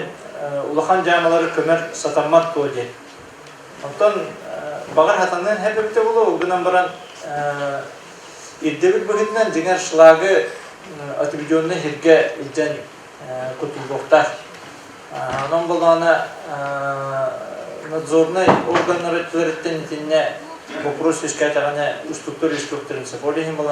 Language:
Yakut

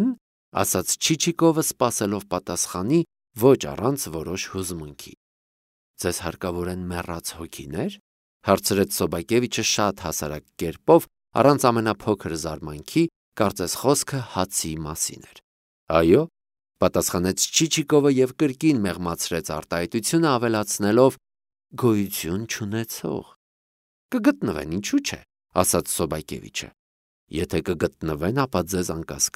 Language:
Armenian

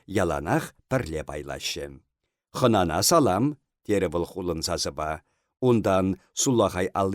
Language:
Chuvash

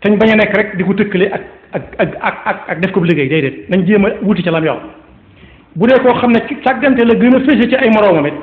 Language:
Wolof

